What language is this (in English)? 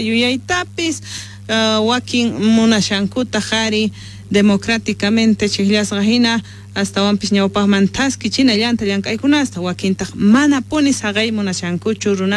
South Bolivian Quechua